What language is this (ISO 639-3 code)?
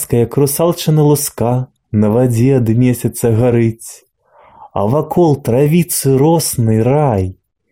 bel